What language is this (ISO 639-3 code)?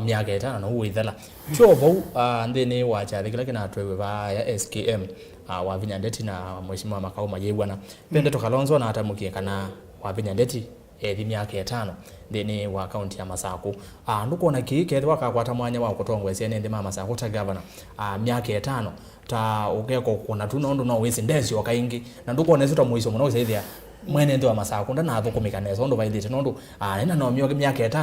kam